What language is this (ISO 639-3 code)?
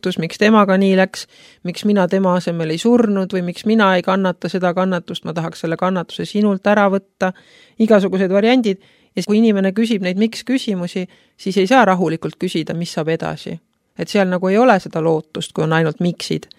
est